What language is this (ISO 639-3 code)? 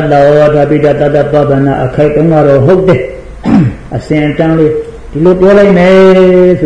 mya